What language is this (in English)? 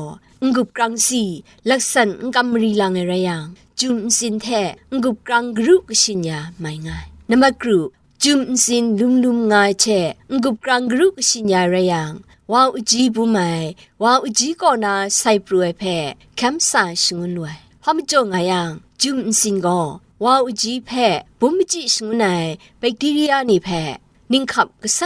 Kachin